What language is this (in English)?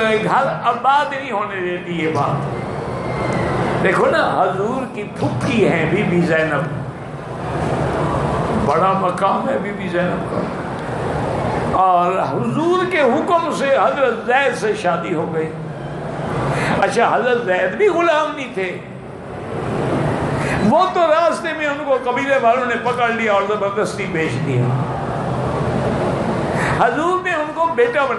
Urdu